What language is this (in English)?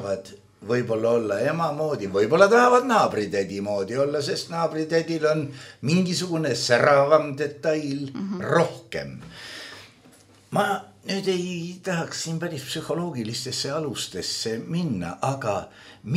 Estonian